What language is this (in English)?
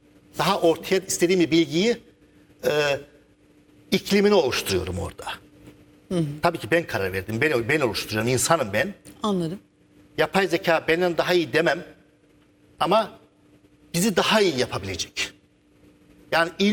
Turkish